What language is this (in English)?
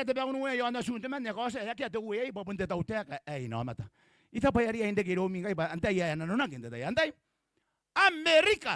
Gilbertese